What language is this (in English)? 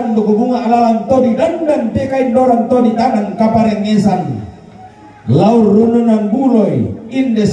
Toraja-Sa'dan